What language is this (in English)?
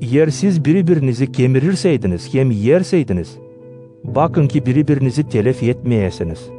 Gagauz